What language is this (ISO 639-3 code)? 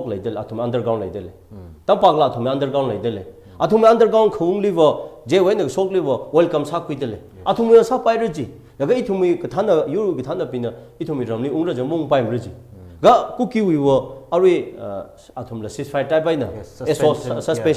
nmf